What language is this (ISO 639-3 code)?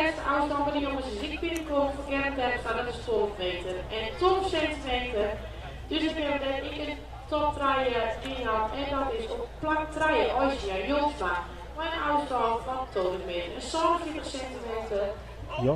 fry